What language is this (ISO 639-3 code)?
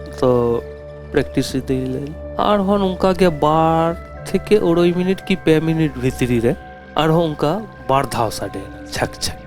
sat